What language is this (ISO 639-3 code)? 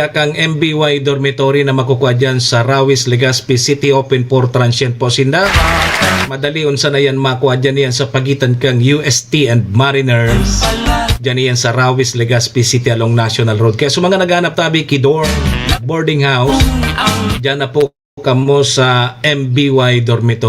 bik